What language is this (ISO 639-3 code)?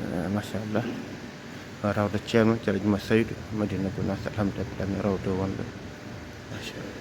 ful